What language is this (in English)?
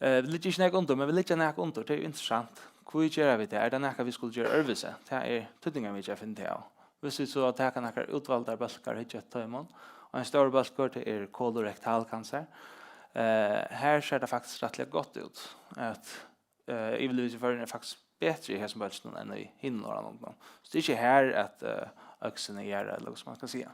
Faroese